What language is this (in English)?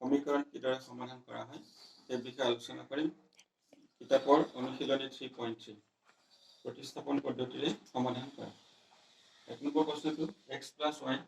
Assamese